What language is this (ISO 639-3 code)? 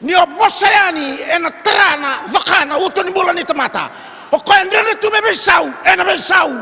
fij